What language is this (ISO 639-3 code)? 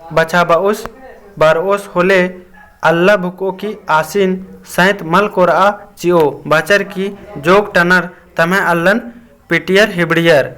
kru